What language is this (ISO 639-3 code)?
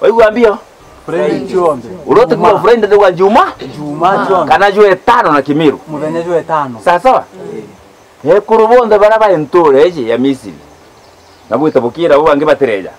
mer